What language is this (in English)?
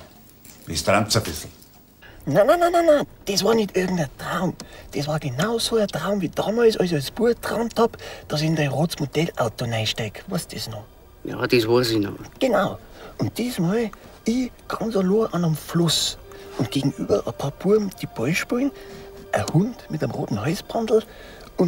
Bavarian